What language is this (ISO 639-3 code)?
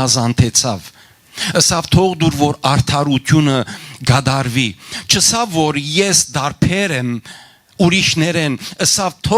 hyw